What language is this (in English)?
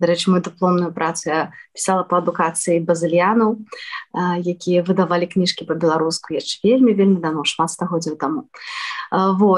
Belarusian